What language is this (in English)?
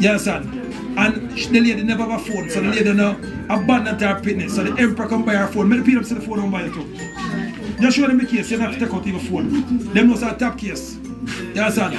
Jamaican Creole English